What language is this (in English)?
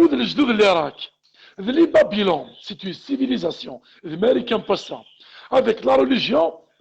Kabyle